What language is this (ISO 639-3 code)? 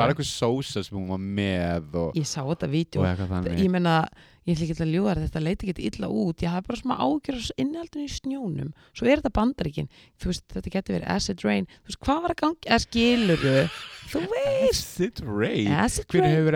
isl